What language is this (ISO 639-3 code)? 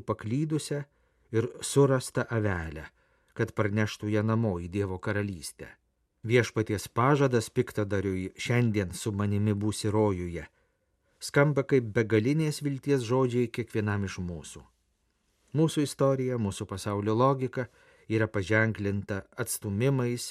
lit